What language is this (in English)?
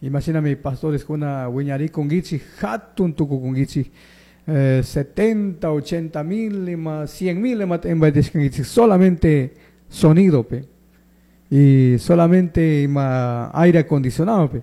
Chimborazo Highland Quichua